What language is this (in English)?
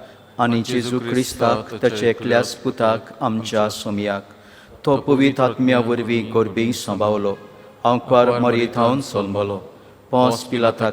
Konkani